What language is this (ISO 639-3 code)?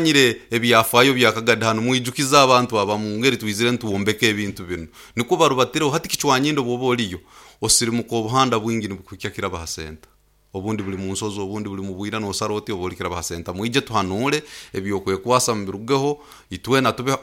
nyo